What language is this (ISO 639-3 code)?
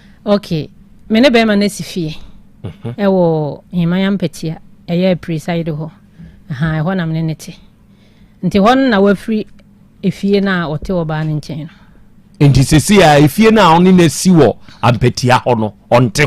aka